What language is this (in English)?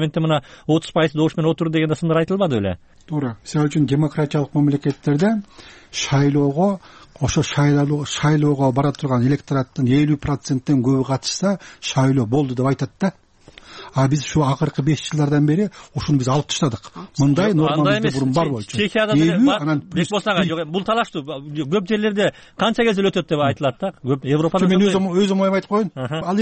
Kyrgyz